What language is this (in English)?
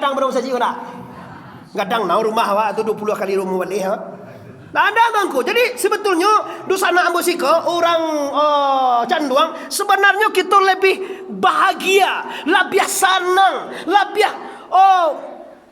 Minangkabau